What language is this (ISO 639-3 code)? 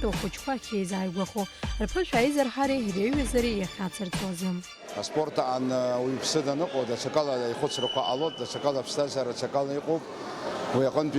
abk